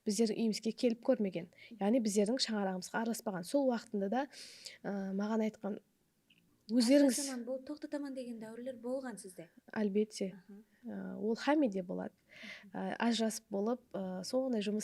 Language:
Kara-Kalpak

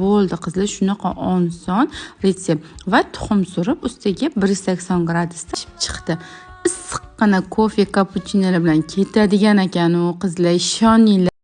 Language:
Uzbek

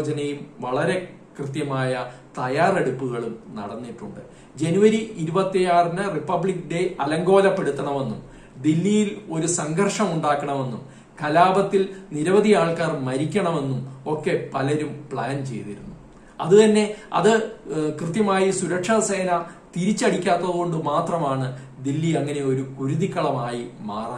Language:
Malayalam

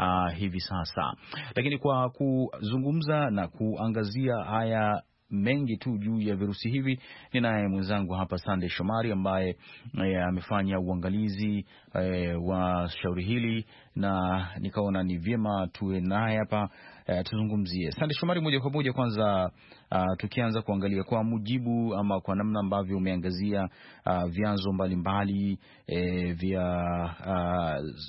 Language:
Swahili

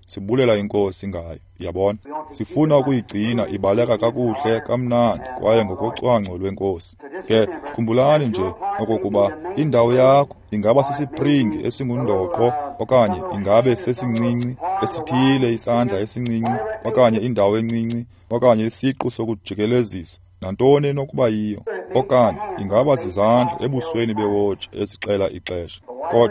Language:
Xhosa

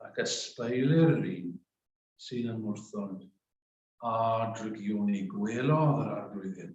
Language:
Welsh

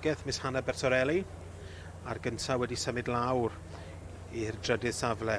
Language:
Welsh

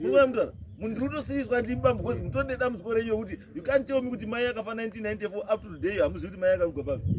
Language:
Shona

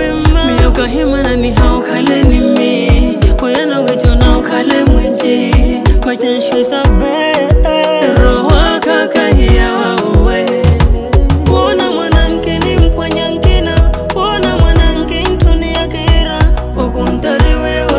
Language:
Swahili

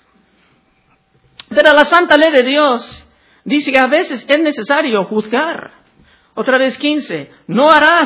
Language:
Spanish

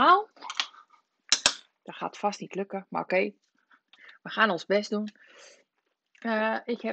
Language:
Dutch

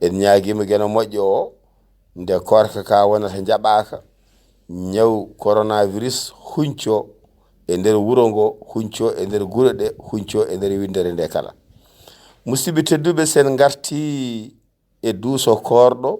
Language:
Fula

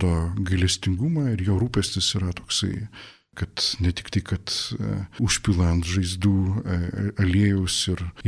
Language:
Lithuanian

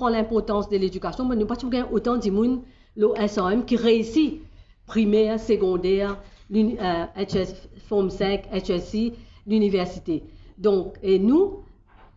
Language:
Morisyen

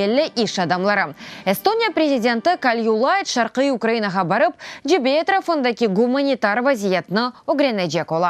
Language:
Crimean Tatar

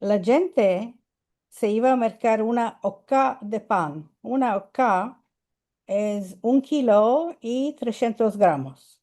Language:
Ladino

